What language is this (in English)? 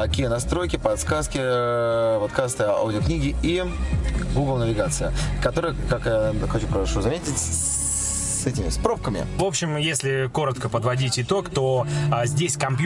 Russian